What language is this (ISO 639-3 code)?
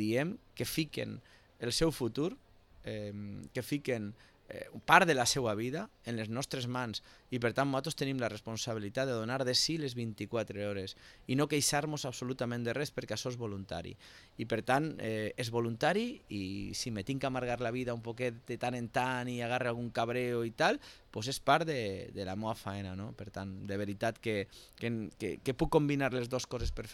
cat